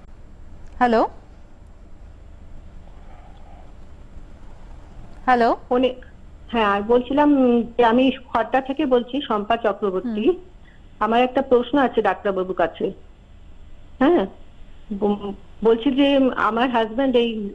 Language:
Bangla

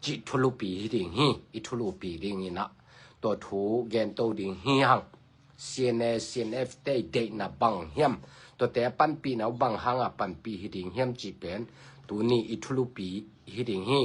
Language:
Tedim Chin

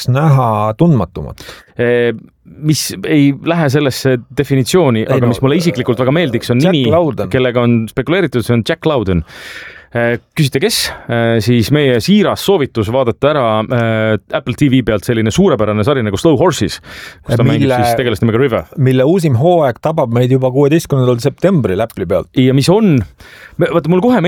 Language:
Estonian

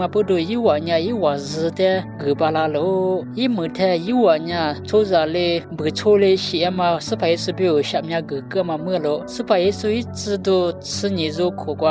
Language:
Lisu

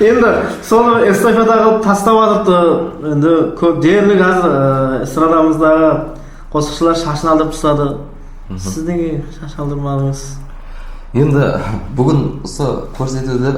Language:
Kara-Kalpak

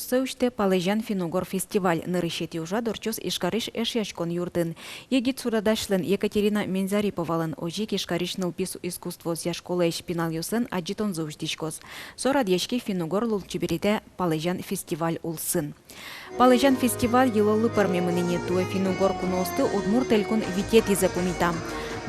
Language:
Udmurt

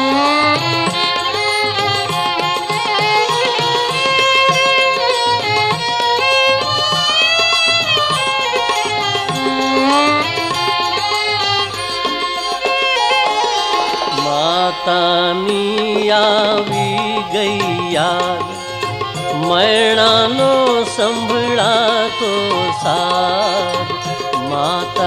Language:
Gujarati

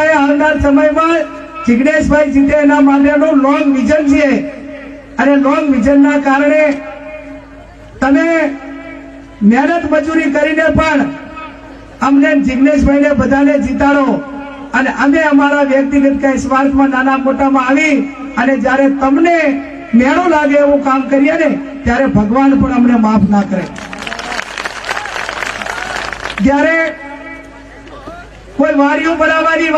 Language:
Gujarati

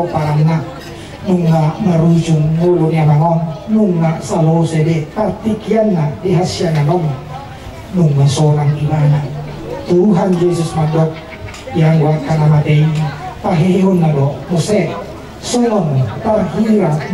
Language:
Batak Toba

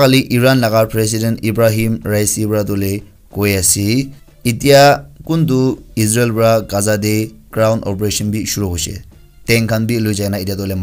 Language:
Naga Pidgin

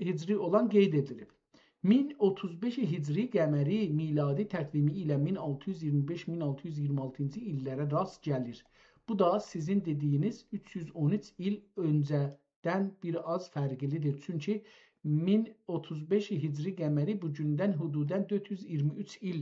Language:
South Azerbaijani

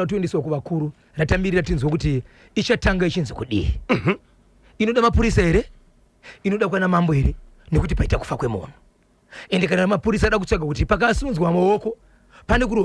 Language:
Shona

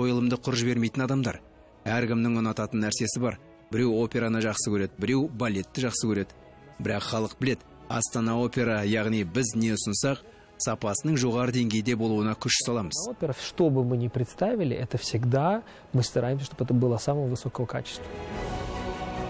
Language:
Kazakh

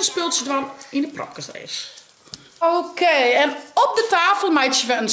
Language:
Western Frisian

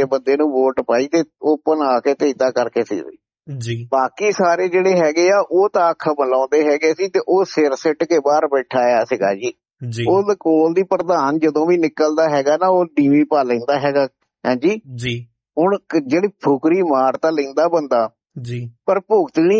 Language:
Punjabi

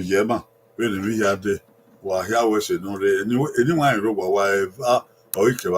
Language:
Bini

